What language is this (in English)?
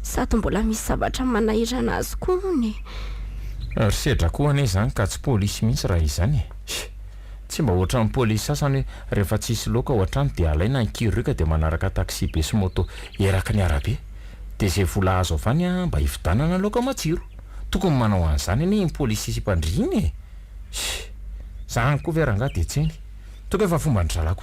Malagasy